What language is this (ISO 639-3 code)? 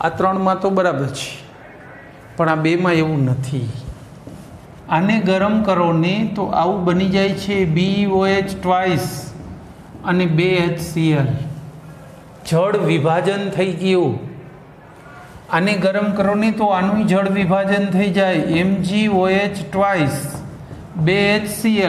guj